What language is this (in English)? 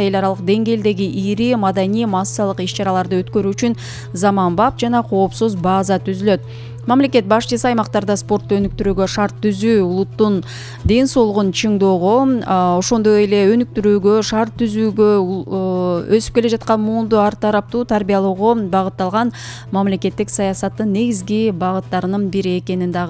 Kyrgyz